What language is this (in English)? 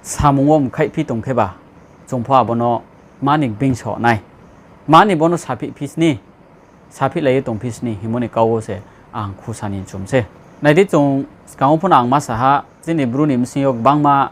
Riang (India)